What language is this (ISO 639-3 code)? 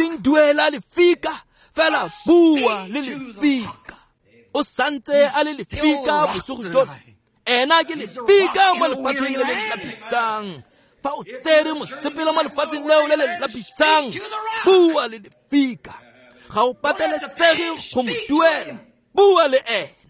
tsn